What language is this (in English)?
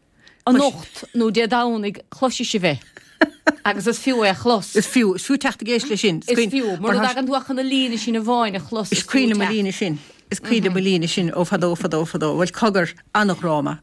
Irish